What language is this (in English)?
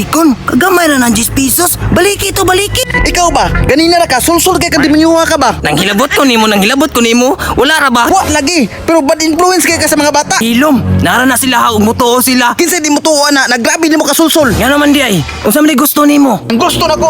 Cebuano